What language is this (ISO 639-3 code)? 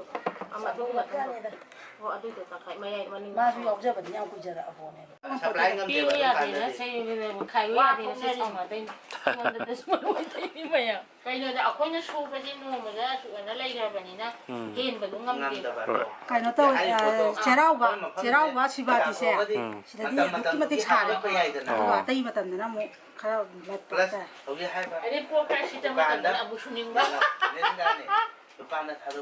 mni